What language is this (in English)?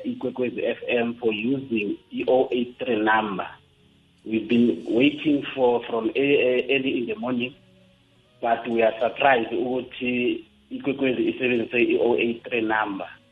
South Ndebele